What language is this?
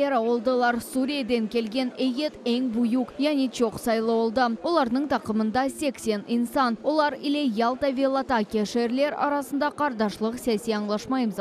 Crimean Tatar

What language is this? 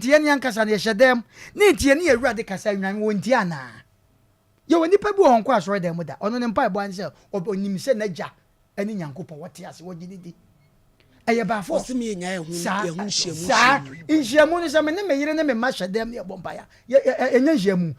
Akan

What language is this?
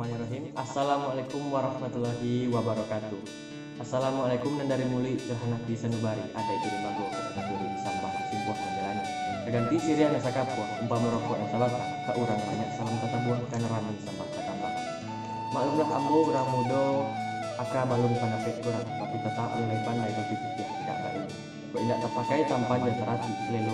Minangkabau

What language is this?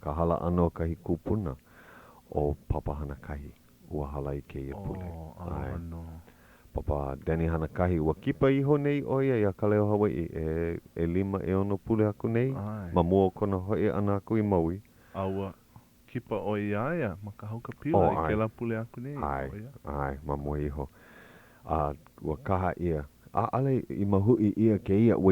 Hawaiian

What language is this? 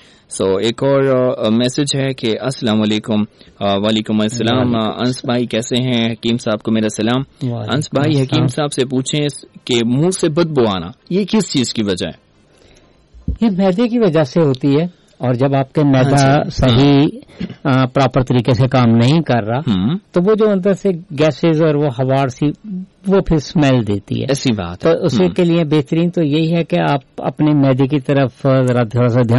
Urdu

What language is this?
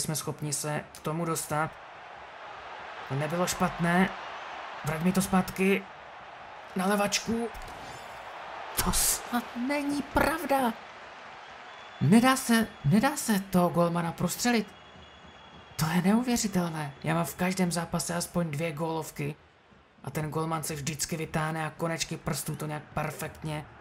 Czech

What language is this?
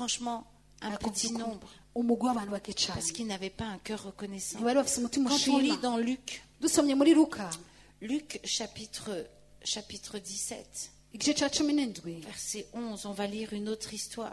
Kinyarwanda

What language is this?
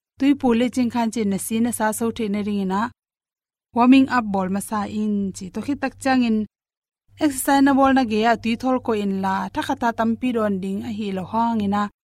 Tedim Chin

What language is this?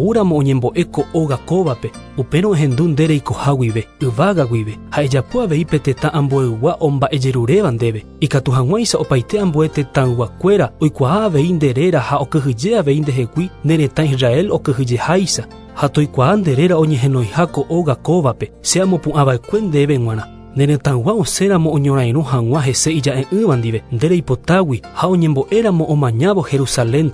Guarani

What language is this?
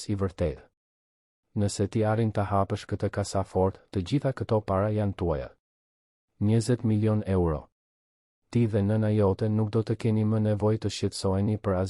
Albanian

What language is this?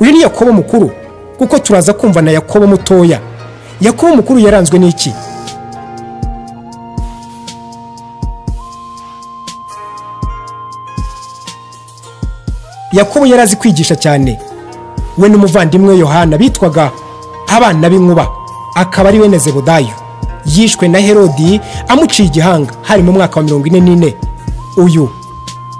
Kinyarwanda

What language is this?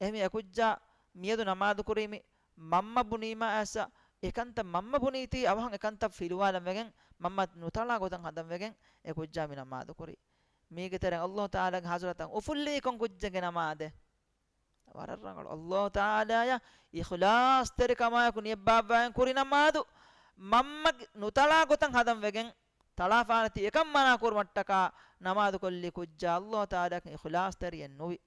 Divehi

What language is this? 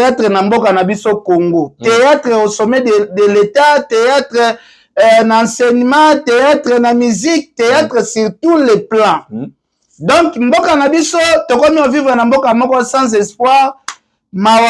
Lingala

